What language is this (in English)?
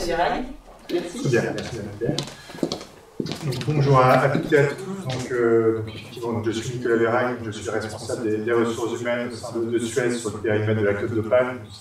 French